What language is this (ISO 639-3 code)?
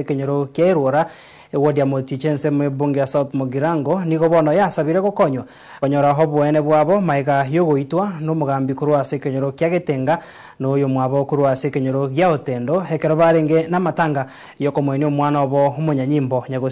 guz